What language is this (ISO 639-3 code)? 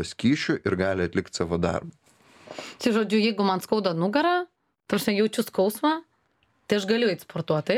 lit